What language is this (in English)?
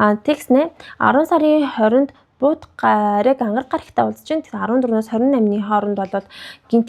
Mongolian